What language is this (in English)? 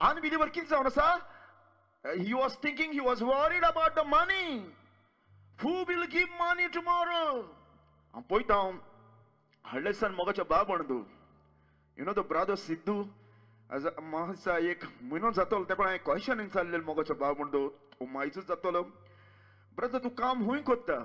Konkani